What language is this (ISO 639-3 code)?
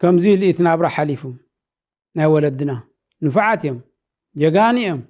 tir